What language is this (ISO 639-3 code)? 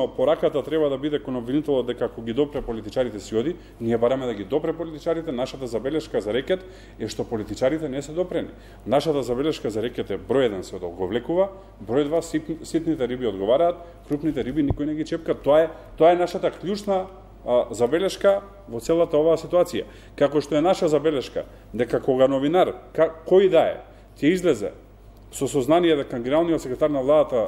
mkd